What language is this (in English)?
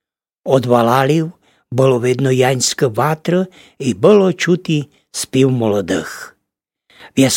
Rusyn